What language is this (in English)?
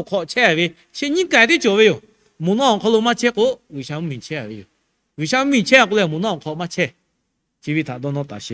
Lahu